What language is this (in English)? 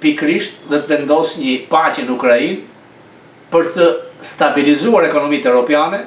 Albanian